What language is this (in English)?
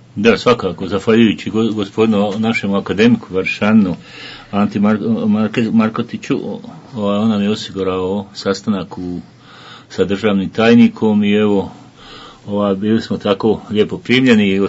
Bosnian